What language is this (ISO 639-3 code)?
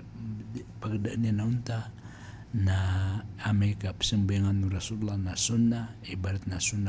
mrw